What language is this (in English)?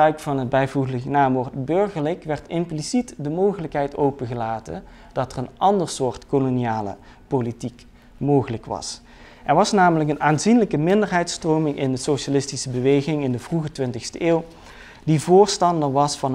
Dutch